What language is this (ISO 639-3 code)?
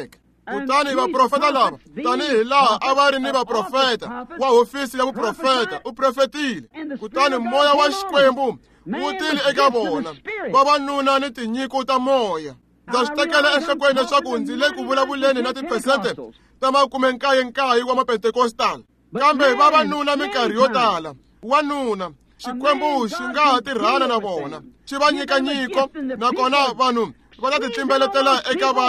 tso